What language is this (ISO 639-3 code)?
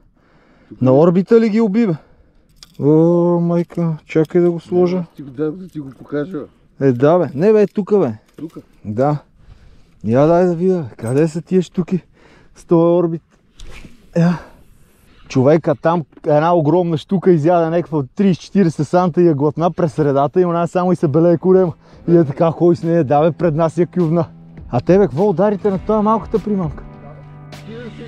bul